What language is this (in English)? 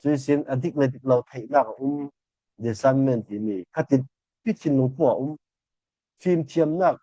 Falam Chin